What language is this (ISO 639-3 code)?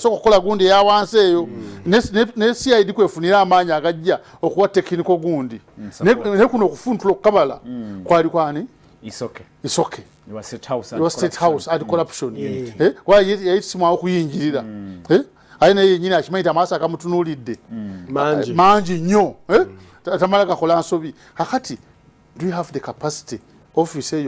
lug